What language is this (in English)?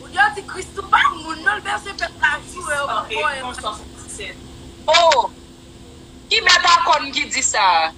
Haitian Creole